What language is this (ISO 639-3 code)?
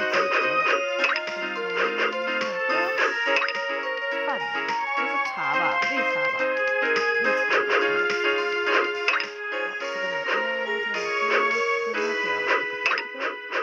zho